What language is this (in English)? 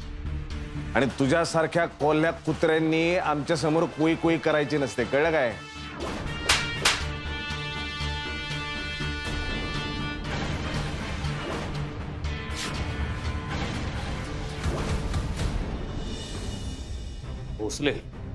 Marathi